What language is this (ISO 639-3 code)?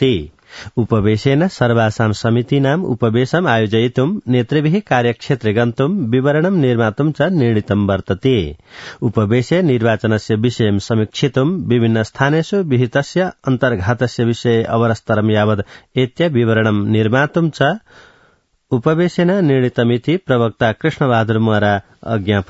san